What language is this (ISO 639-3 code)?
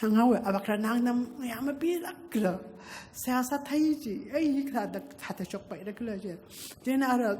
nmf